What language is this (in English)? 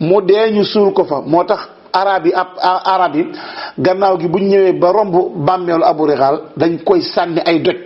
Wolof